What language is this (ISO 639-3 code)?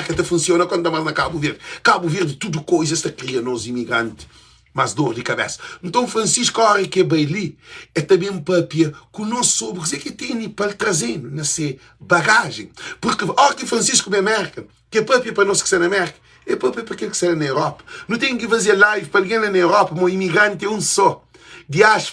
kea